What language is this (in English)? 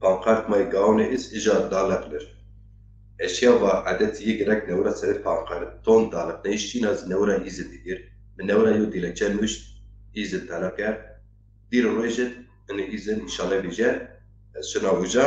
Zaza